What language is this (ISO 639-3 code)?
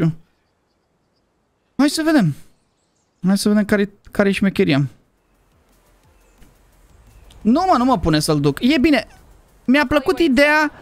ron